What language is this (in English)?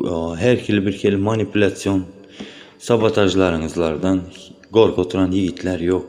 Turkmen